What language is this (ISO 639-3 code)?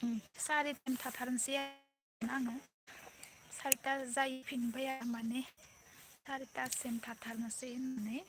brx